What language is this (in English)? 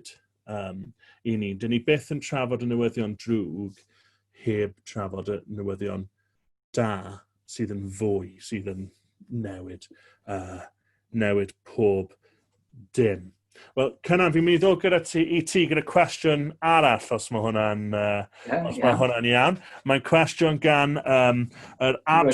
Welsh